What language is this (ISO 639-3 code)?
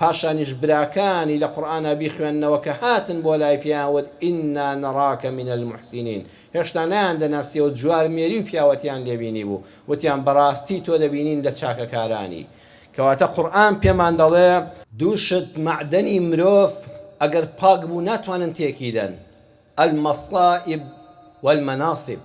ckb